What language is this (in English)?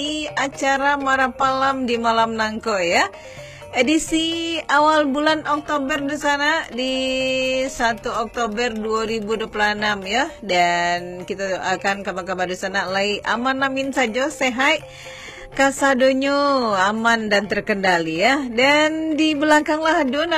Minangkabau